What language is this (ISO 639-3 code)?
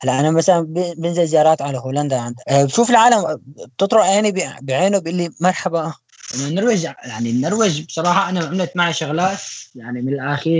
apc